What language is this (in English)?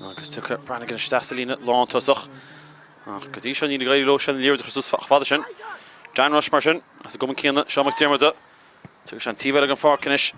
Irish